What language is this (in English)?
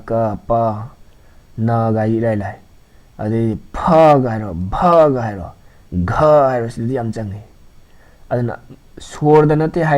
Manipuri